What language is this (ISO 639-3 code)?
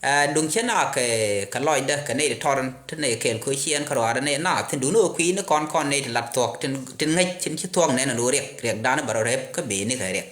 nus